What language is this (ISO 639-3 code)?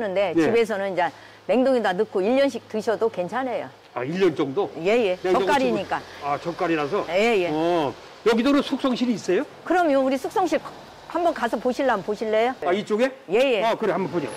kor